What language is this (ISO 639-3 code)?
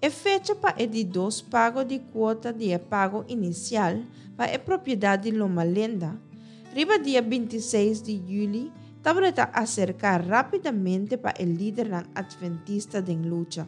pap